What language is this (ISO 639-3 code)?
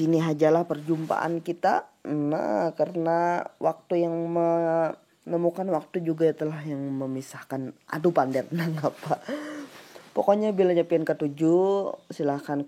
bjn